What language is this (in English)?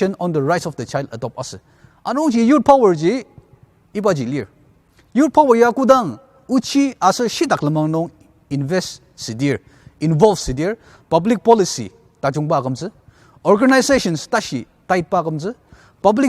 Ao Naga